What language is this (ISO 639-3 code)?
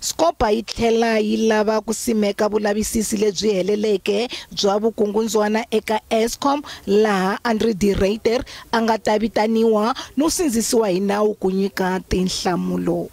tso